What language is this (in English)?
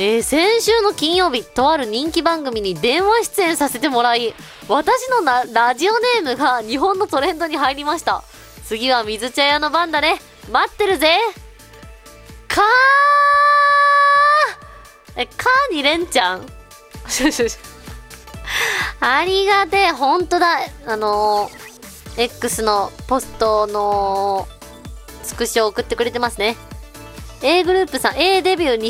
Japanese